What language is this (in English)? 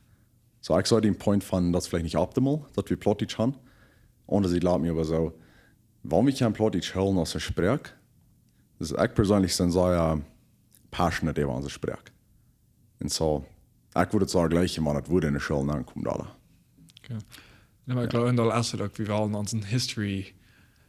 Plautdietsch